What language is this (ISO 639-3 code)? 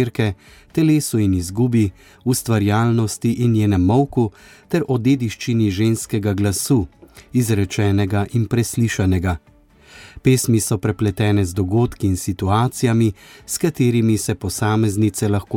slv